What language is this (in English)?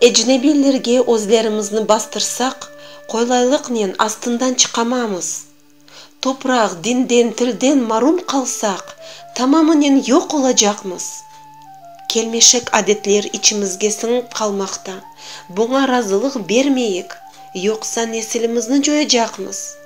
Crimean Tatar